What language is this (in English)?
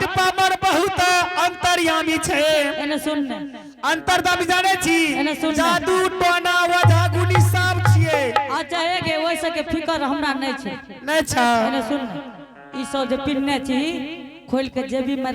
Angika